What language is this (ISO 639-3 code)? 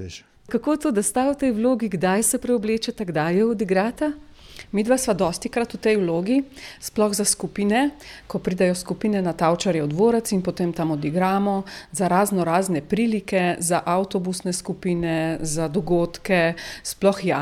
slv